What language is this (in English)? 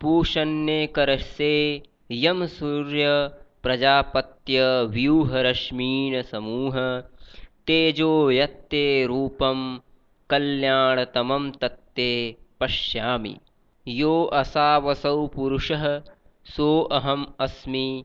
Sanskrit